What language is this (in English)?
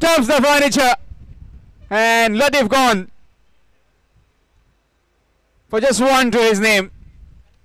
English